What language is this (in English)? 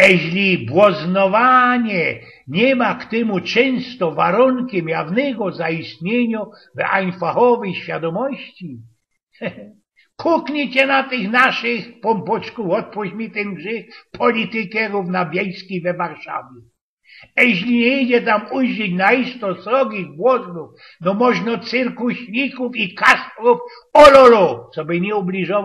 Silesian